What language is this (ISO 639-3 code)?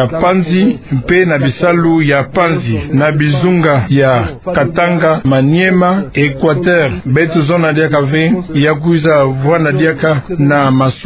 ktu